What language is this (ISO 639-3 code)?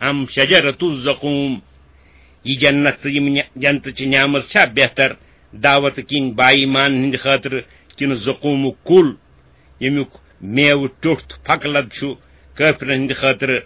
kas